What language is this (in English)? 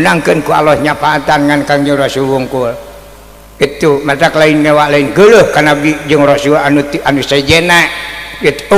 Sundanese